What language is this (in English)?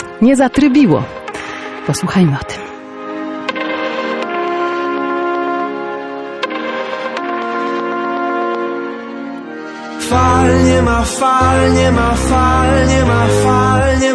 Polish